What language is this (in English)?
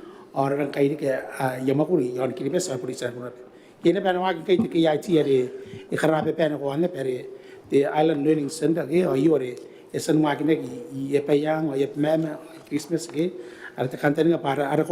Gilbertese